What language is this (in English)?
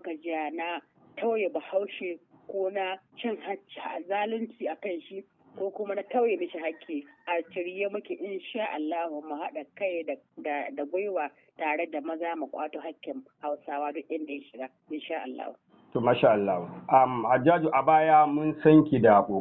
Hausa